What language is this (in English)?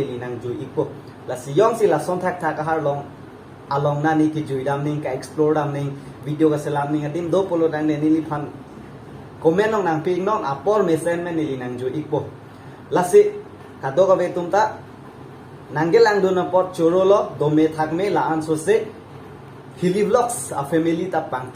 Karbi